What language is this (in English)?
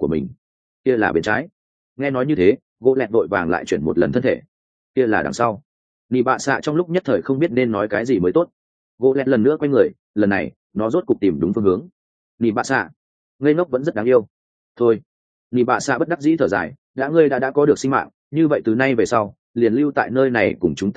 Vietnamese